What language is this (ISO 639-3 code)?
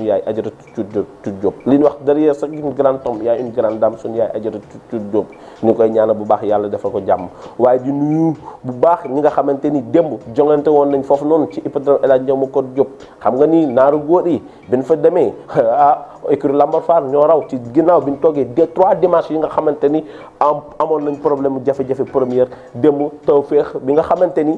wol